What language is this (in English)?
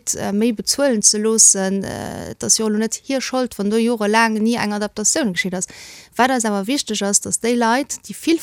Luxembourgish